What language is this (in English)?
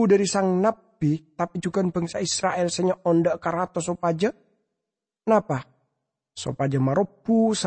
Madurese